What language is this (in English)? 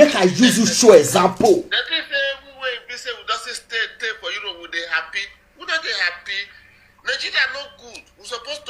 Nigerian Pidgin